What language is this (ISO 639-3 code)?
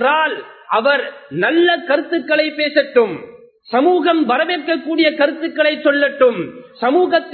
tam